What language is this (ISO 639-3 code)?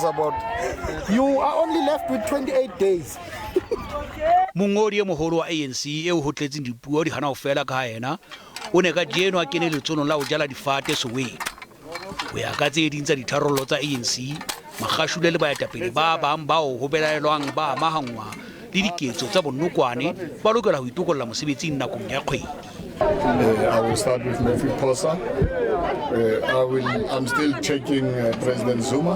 sot